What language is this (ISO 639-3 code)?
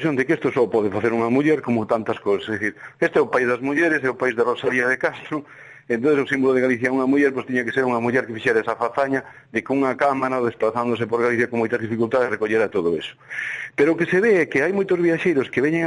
glg